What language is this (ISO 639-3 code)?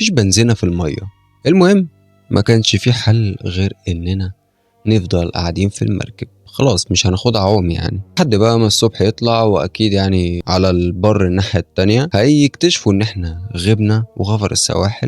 arz